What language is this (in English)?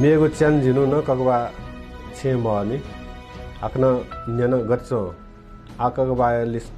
Newari